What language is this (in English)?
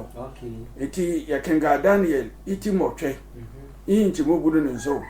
Sehwi